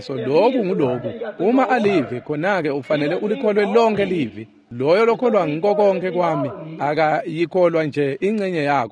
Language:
Swati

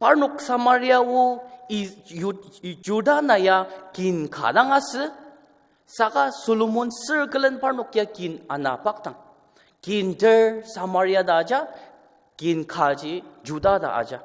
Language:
Ao Naga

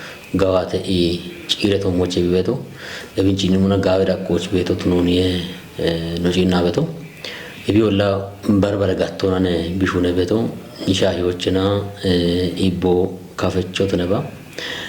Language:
Kafa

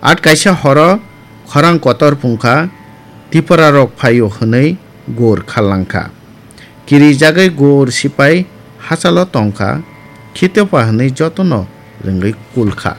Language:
Kok Borok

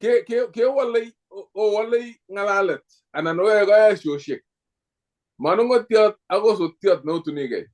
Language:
Kalenjin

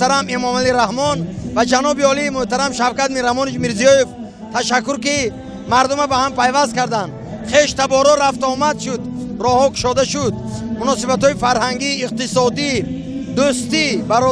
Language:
Tajik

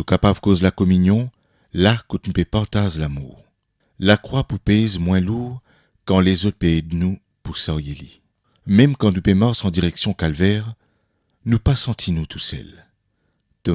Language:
Morisyen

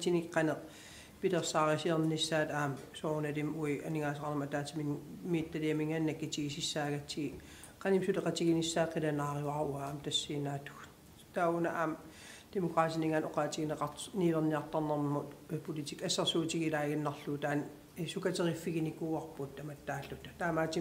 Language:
Kalaallisut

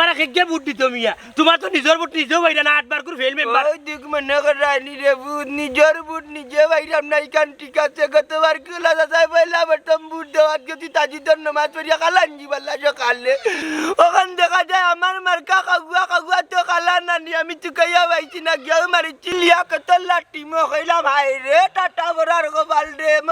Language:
Sylheti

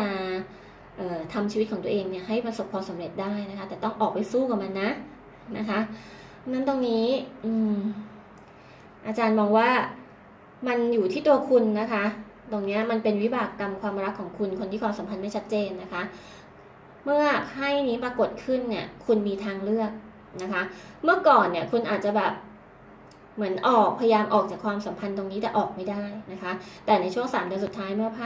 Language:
Thai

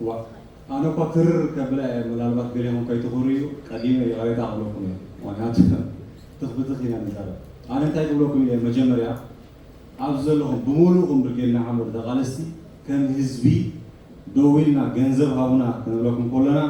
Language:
Tigrinya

